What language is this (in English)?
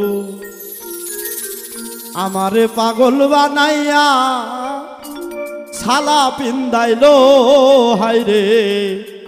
Bangla